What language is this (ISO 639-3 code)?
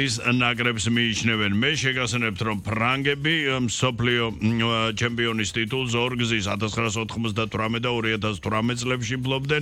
kat